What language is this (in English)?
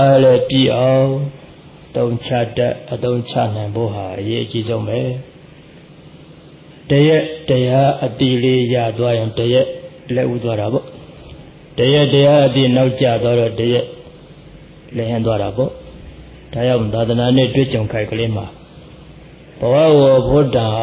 Burmese